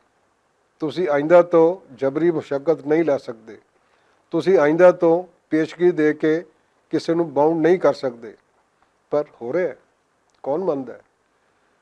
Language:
Western Panjabi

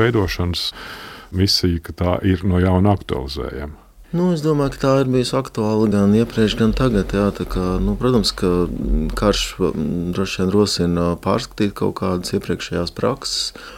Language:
Latvian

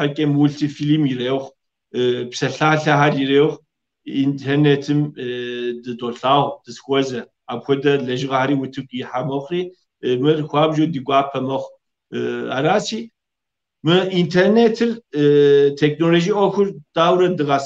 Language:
Kabardian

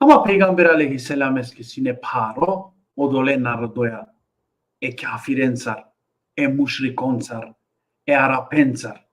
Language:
Balkan Romani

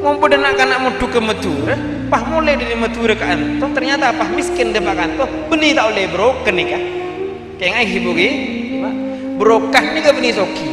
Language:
Madurese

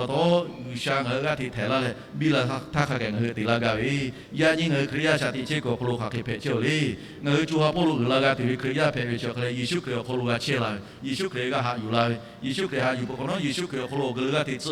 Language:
Lahu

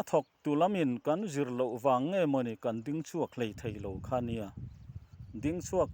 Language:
Mizo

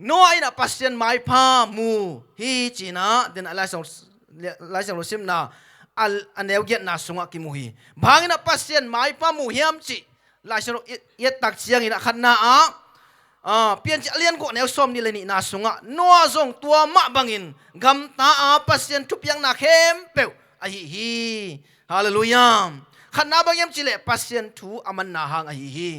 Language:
Tedim Chin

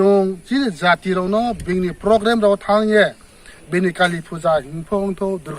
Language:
Riang (India)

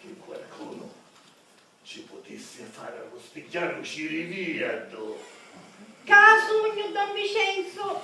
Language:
Sicilian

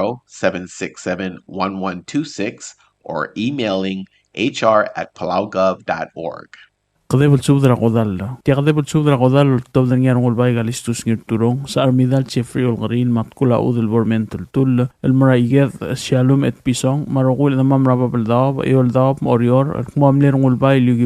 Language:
Palauan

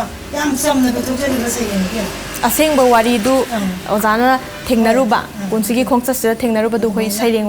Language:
Manipuri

